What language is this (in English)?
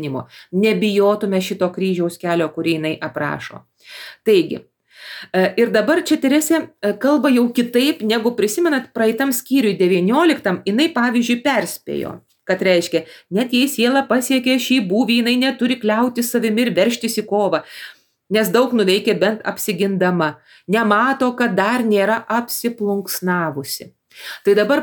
Lithuanian